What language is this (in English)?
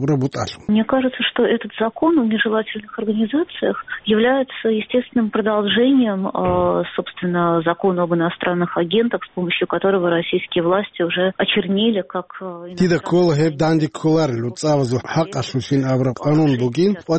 Avaric